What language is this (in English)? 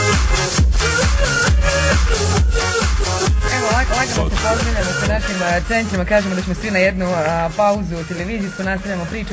Bosnian